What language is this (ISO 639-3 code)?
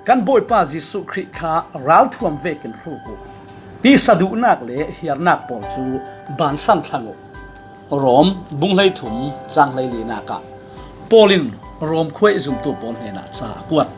cfm